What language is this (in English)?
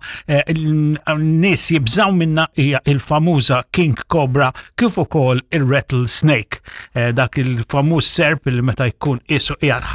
Maltese